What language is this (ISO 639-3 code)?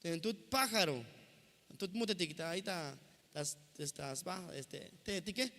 tzh